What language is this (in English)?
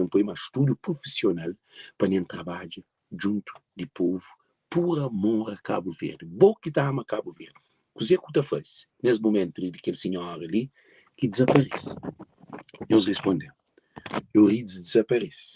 Kabuverdianu